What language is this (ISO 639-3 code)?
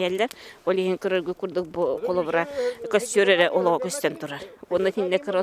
sah